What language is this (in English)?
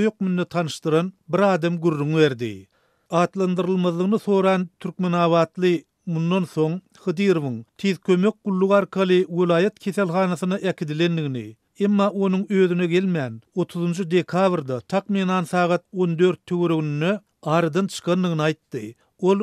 Turkmen